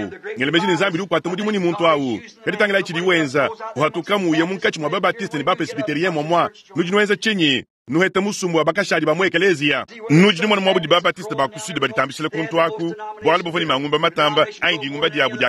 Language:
Luba-Lulua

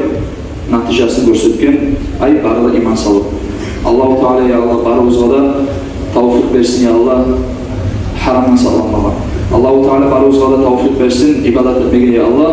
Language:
Kumyk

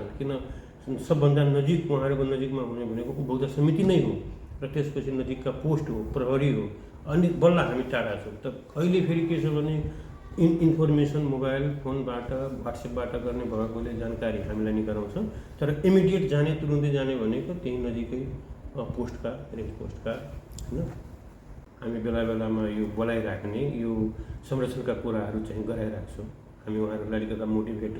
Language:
Nepali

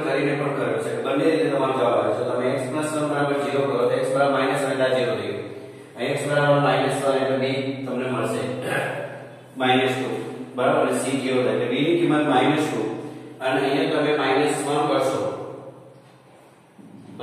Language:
Gujarati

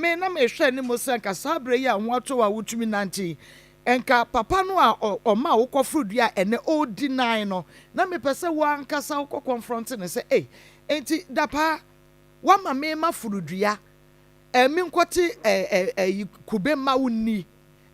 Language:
Akan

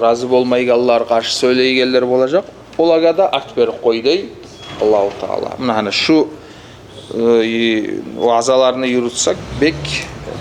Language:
Kumyk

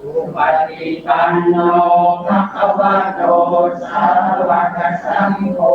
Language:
Pali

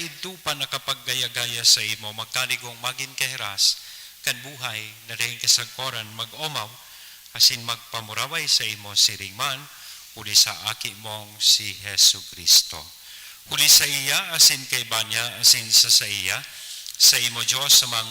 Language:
Bikol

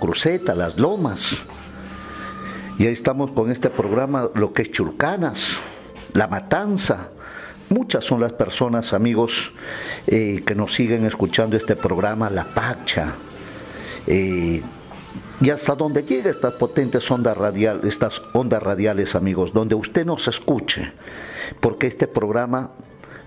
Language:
Spanish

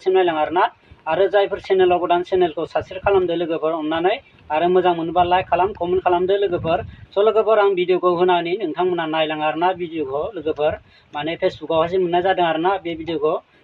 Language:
Bodo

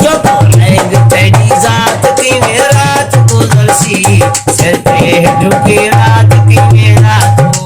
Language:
Saraiki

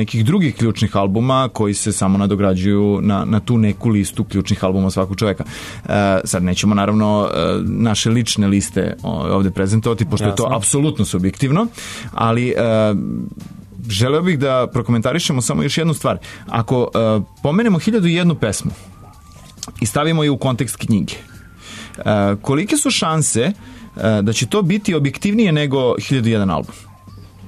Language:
Serbian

